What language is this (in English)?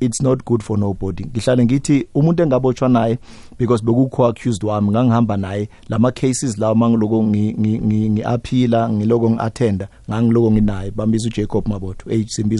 South Ndebele